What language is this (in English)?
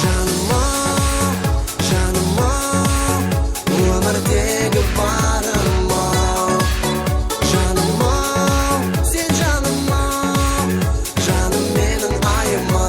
Kara-Kalpak